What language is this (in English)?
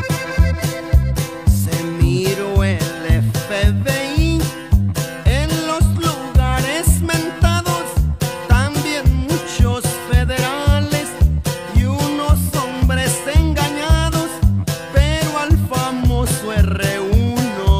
Spanish